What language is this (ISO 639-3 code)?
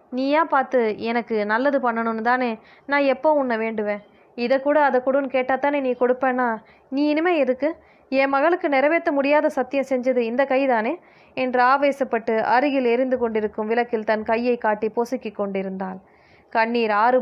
tam